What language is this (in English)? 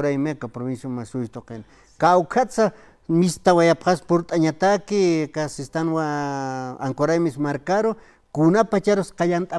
Aymara